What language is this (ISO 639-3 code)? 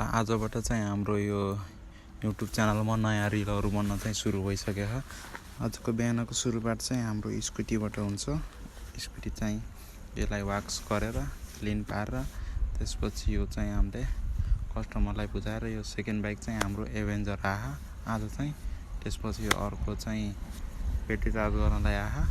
nep